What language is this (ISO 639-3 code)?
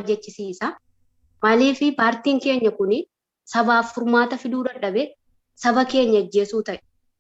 orm